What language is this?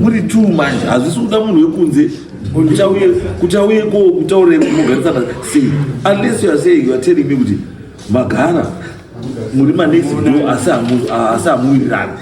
Shona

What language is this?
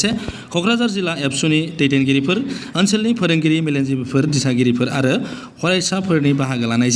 Bodo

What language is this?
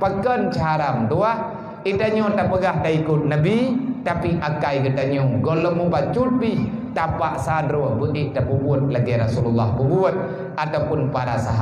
Achinese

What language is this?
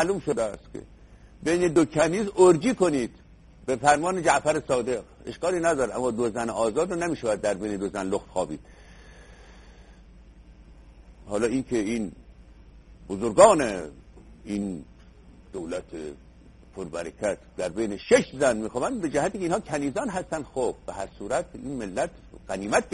Persian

